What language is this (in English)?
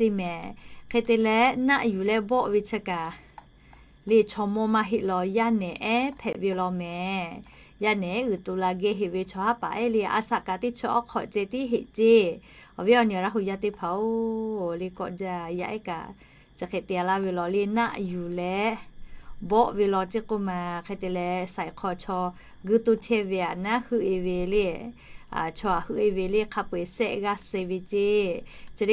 Lahu